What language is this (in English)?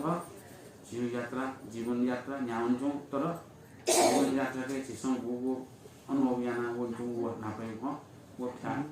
Newari